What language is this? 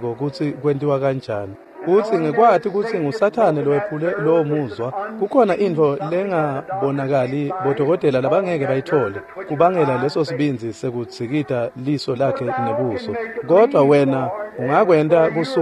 Swati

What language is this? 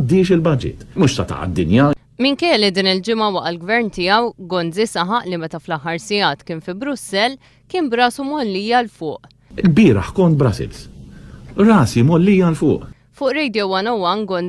Maltese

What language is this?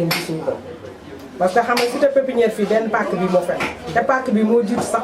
Wolof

